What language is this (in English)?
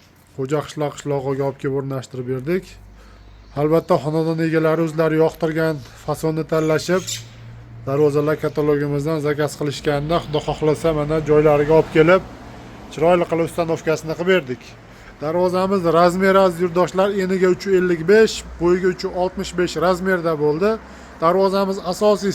Uzbek